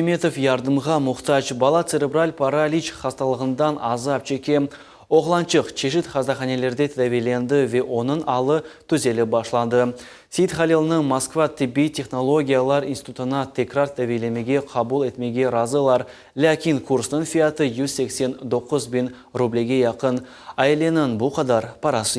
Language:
Crimean Tatar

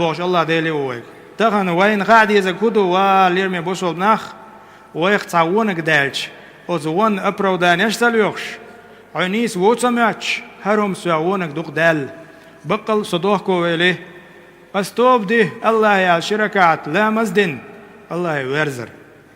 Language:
Chechen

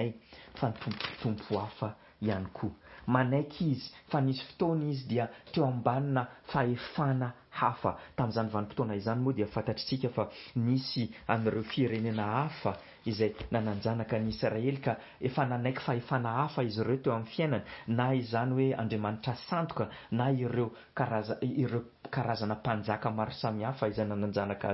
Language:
Malagasy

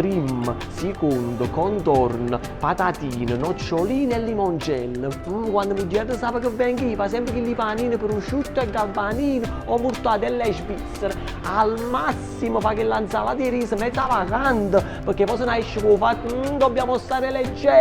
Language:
Neapolitan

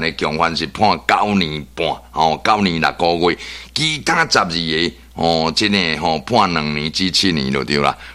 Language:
Min Nan Chinese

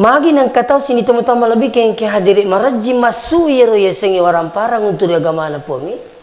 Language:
Buginese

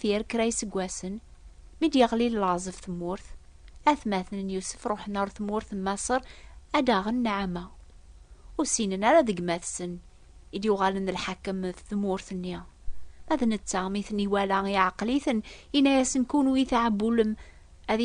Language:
Kabyle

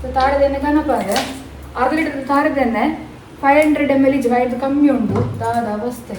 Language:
Tulu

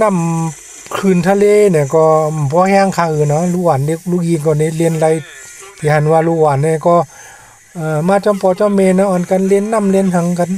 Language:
Shan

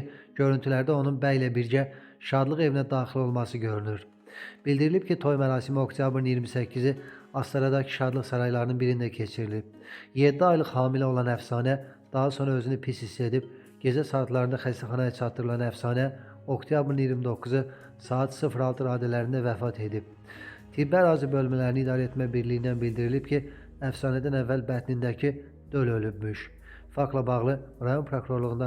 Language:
Azerbaijani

